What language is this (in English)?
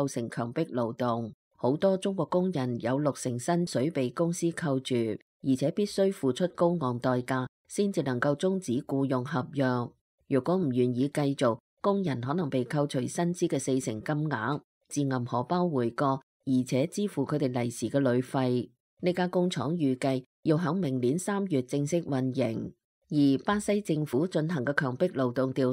Cantonese